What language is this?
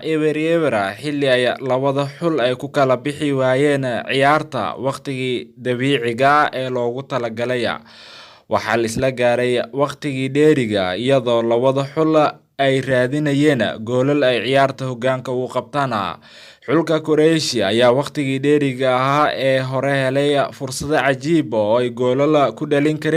Somali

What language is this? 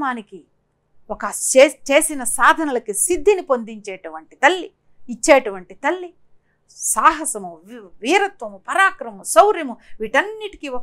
Telugu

